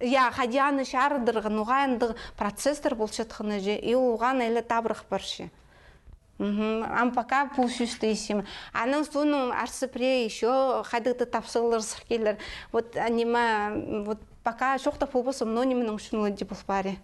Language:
Khakas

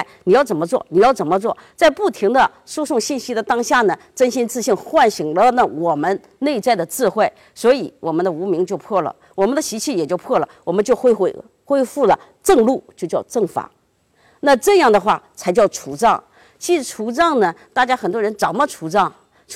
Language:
Chinese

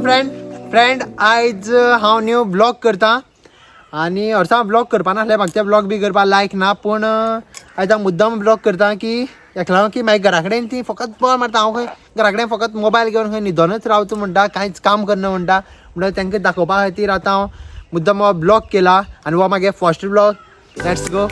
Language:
Konkani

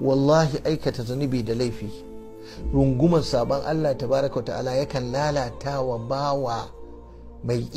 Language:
Hausa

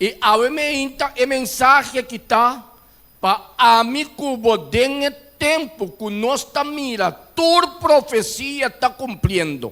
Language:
Papiamento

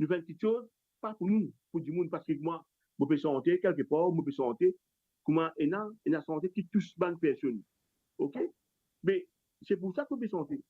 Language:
Morisyen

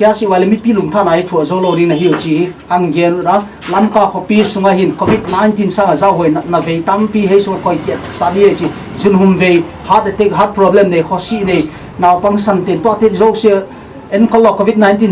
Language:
Paite Chin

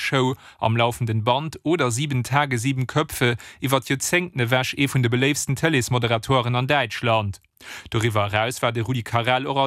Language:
Luxembourgish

